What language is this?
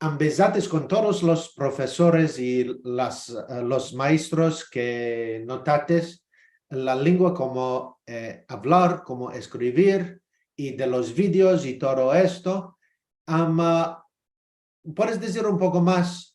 Ladino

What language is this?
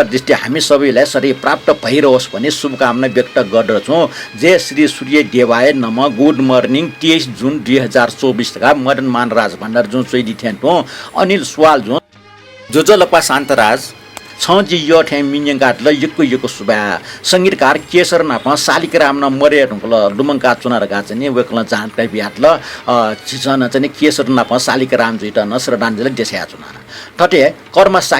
Newari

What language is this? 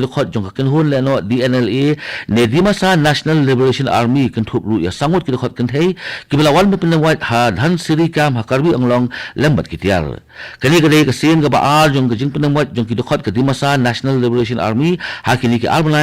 Khasi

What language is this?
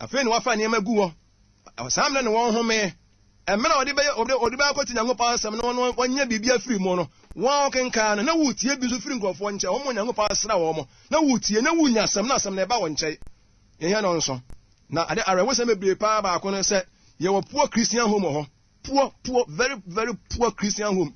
Akan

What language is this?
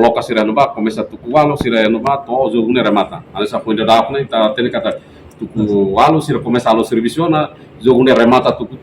Tetum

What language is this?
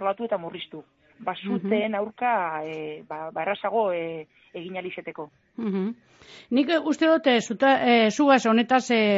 Basque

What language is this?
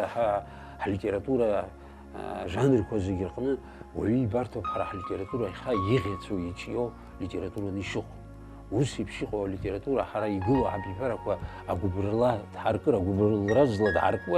Abkhazian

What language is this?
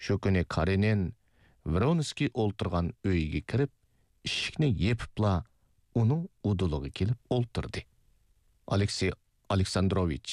Uyghur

